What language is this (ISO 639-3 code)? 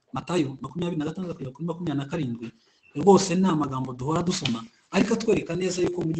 kin